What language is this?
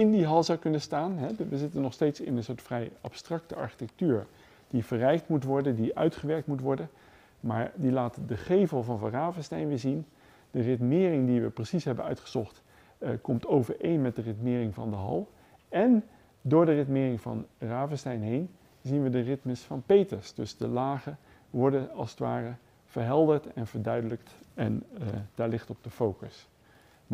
Dutch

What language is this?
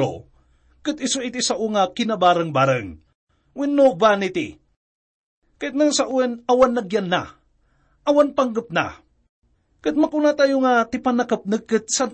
Iloko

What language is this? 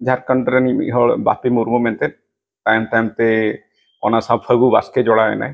Santali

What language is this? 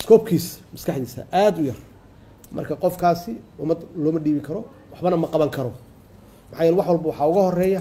Somali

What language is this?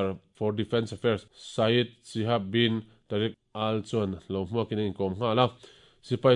Mizo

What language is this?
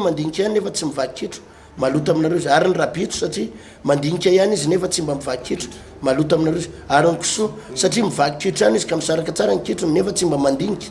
Malagasy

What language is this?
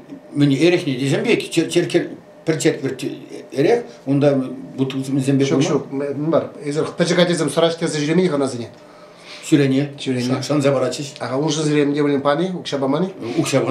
Chuvash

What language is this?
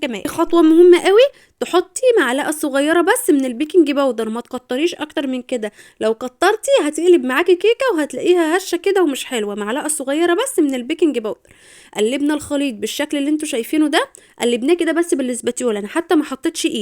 Egyptian Arabic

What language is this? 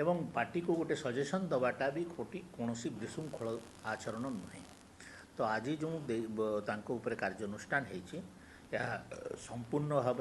Odia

